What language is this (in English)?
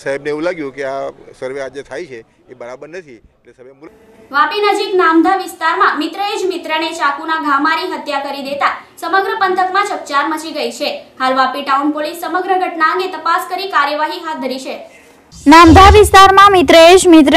Gujarati